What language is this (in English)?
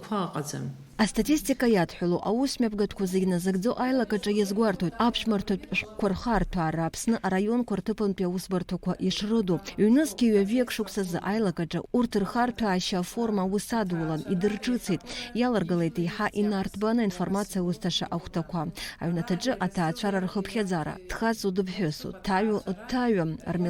Abkhazian